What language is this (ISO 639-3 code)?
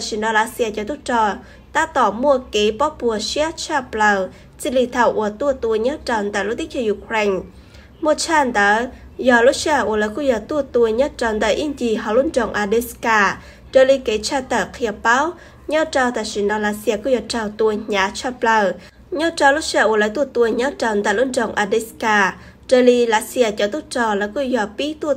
hmn